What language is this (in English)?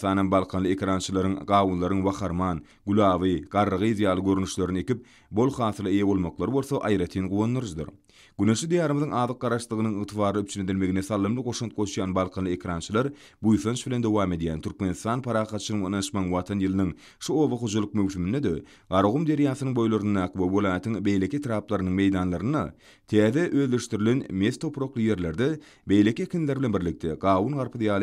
Turkmen